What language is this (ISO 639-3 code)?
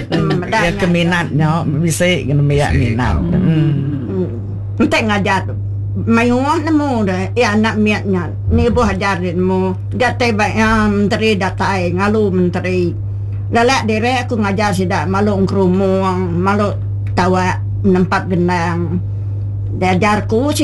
iba